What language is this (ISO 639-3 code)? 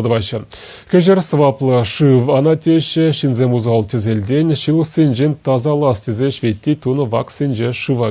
chv